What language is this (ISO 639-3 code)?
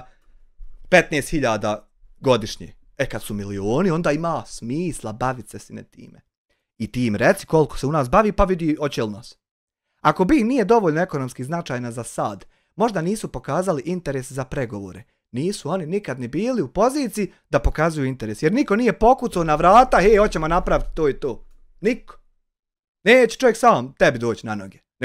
bos